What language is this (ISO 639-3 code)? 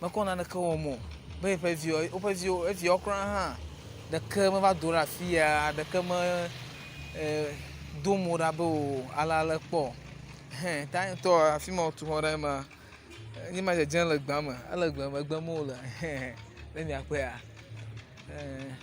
ewe